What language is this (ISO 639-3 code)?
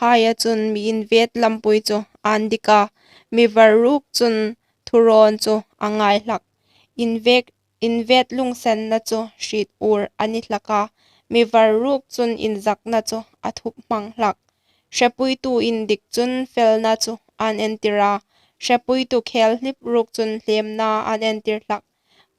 hmr